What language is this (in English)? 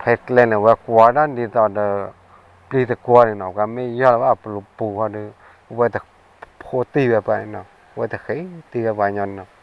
S'gaw Karen